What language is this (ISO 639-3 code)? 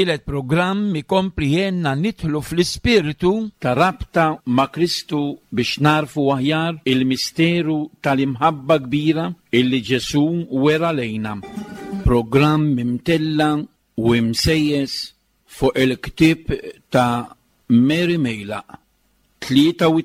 mlt